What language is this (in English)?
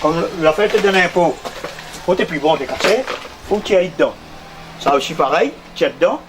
Réunion Creole French